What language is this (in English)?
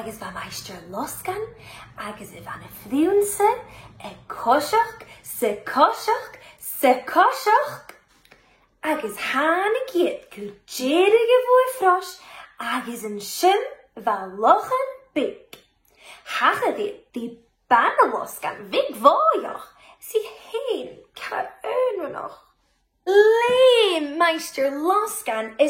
Scottish Gaelic